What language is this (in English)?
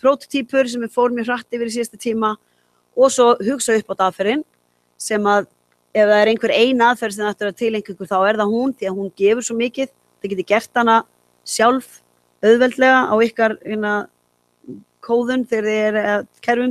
Icelandic